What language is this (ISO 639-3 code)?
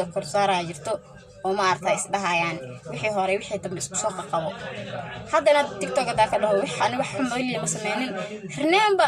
som